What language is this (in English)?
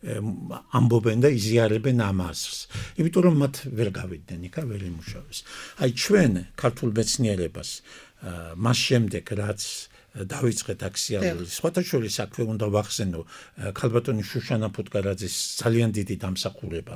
Georgian